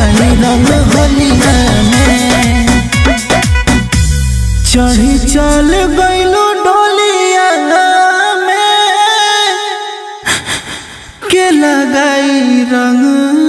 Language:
Bhojpuri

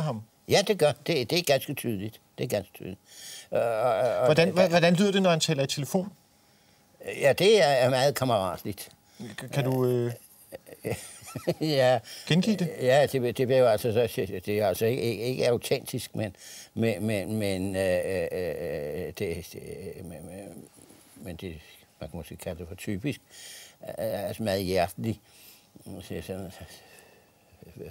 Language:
Danish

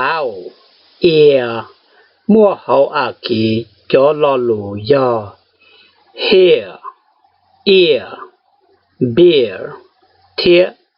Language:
Hmong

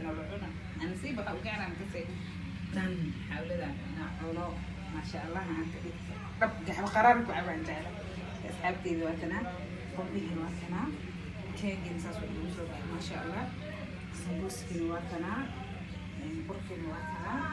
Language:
Somali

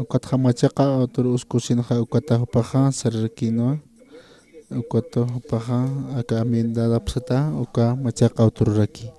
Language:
Aymara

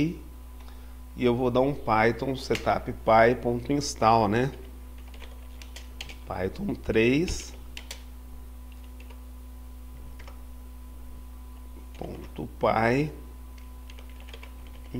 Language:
Portuguese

